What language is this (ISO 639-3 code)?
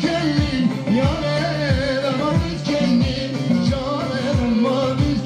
kur